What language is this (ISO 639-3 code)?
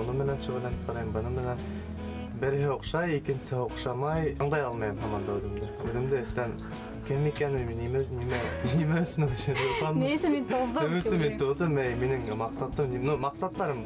bak